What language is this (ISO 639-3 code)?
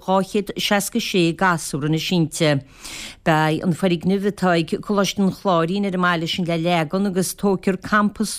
gle